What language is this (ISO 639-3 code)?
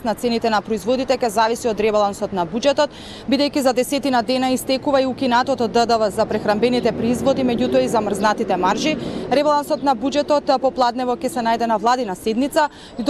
mkd